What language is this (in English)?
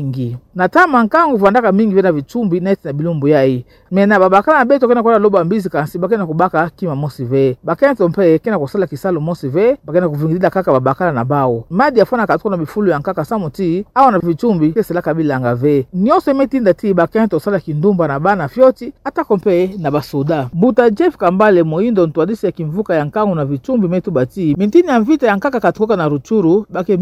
Kituba (Democratic Republic of Congo)